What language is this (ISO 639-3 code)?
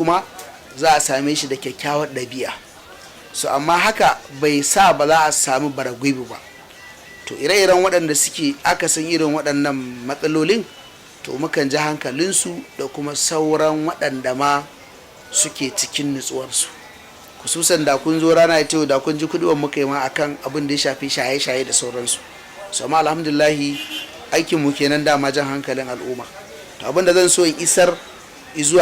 hau